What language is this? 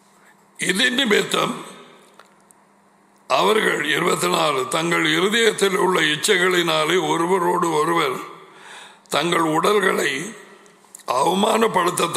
Tamil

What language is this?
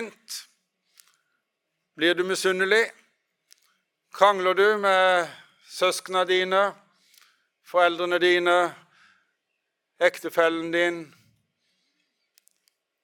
Norwegian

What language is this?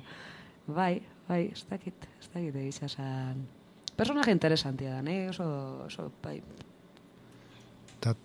Basque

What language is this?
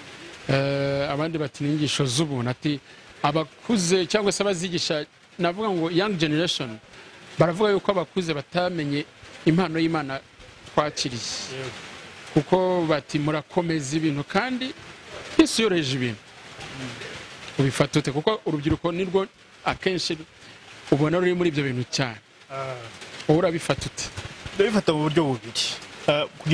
Kinyarwanda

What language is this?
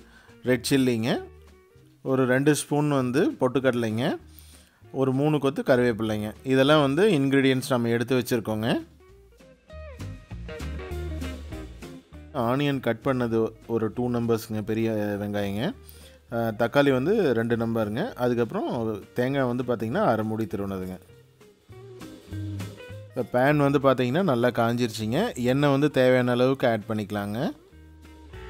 Tamil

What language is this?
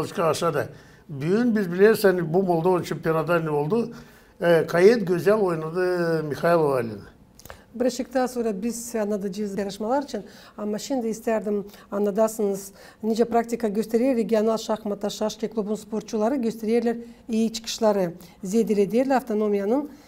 Gagauz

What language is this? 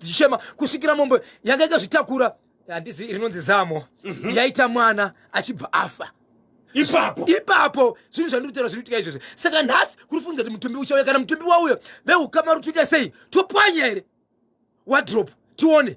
Shona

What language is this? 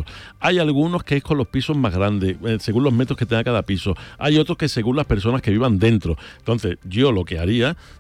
Spanish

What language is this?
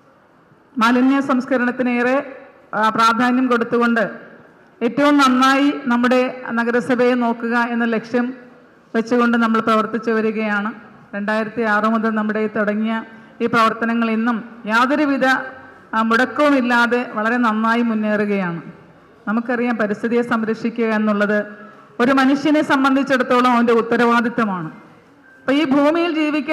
Malayalam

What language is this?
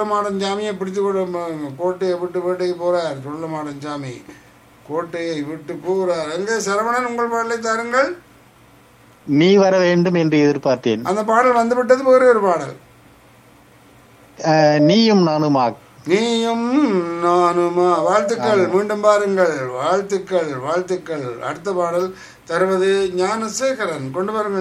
Tamil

